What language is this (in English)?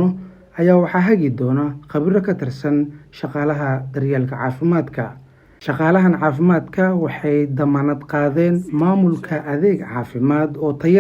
Somali